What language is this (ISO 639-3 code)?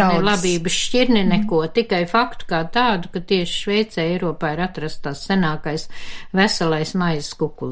lav